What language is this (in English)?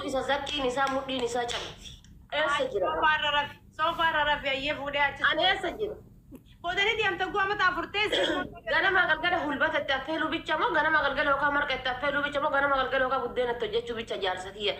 Oromo